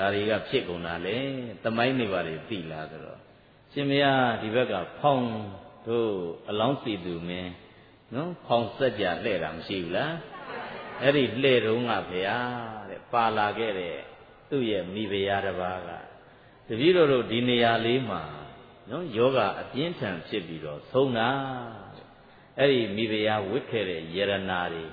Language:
Burmese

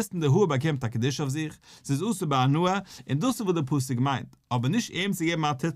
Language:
Yiddish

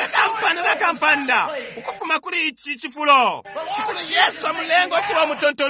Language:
Bemba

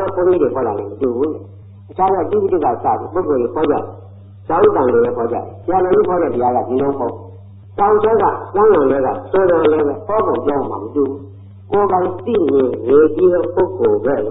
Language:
Burmese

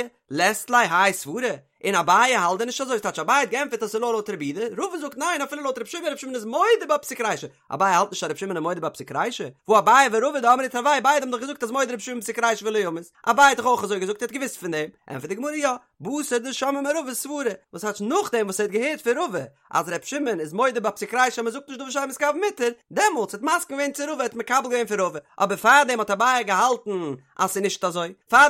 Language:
Yiddish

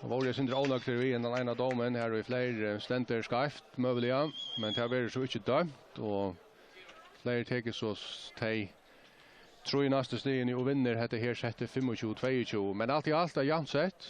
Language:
Faroese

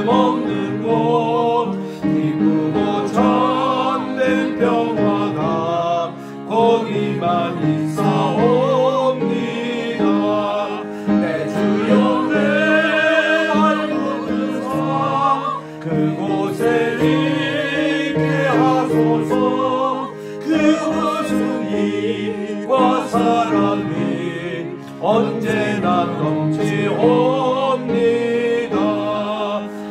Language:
Korean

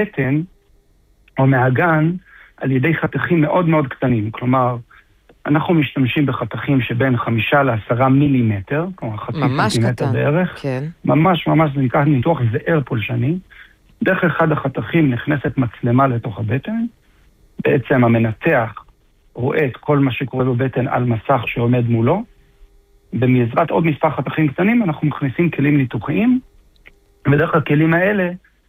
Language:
Hebrew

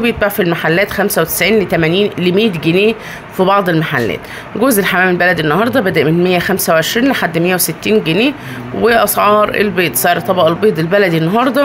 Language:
Egyptian Arabic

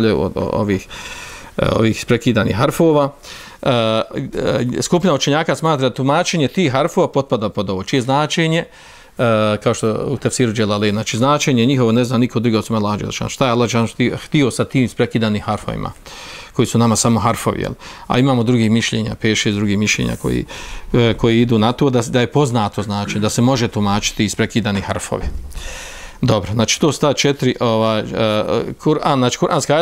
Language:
Bosnian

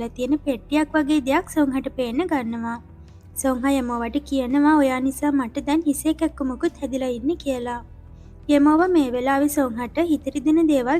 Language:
Sinhala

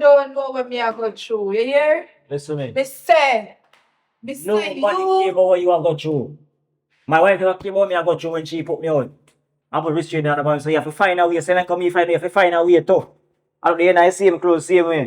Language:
Jamaican Creole English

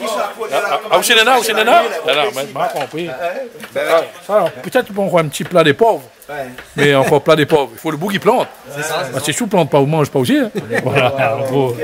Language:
Réunion Creole French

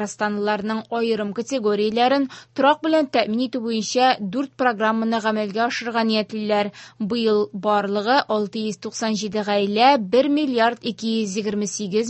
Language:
Tatar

